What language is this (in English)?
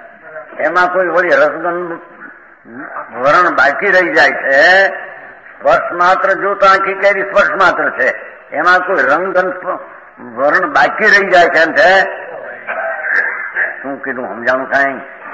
Gujarati